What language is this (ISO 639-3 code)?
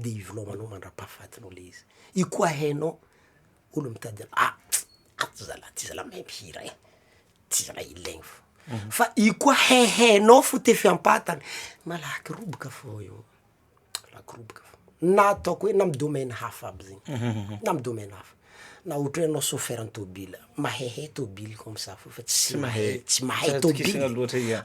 mlg